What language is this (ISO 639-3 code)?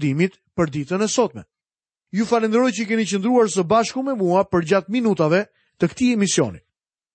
sqi